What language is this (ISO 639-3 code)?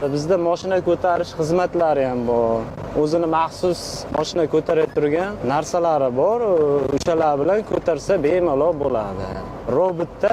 uzb